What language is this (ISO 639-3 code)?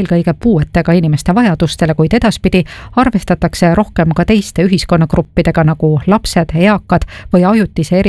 est